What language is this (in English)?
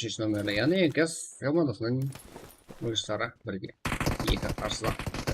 Kara-Kalpak